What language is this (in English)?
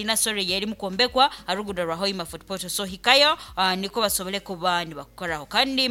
Nyoro